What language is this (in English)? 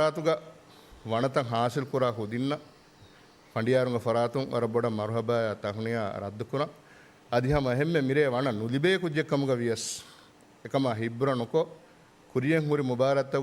Divehi